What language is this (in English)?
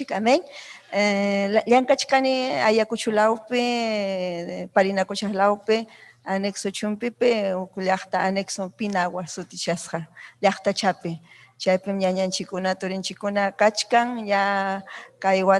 Ayacucho Quechua